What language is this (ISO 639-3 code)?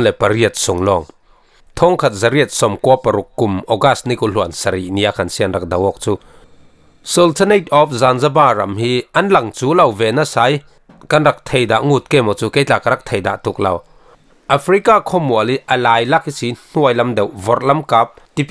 cfm